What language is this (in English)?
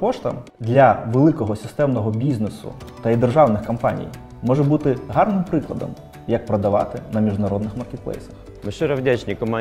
Ukrainian